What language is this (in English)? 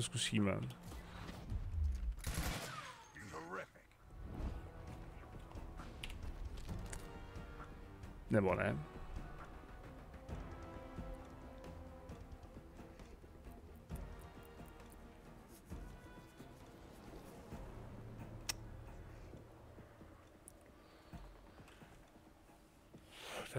Czech